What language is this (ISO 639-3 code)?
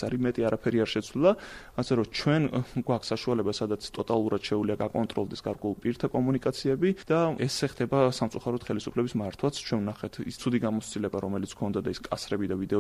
kat